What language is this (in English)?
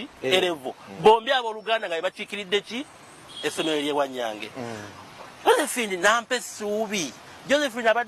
Ganda